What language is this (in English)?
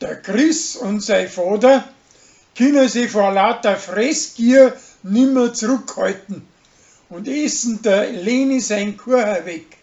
Bavarian